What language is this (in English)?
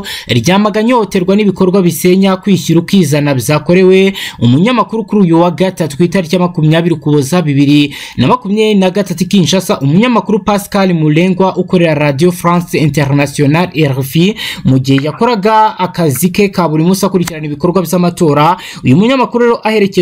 Kinyarwanda